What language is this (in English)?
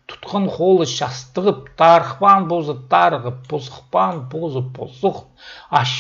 Khakas